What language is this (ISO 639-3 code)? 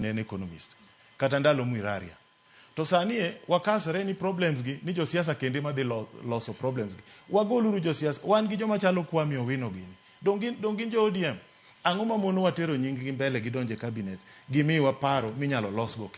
luo